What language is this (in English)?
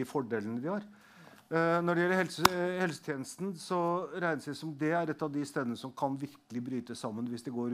Norwegian